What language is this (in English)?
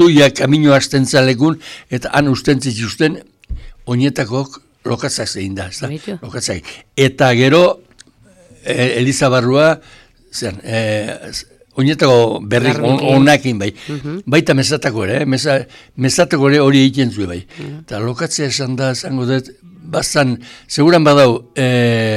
Basque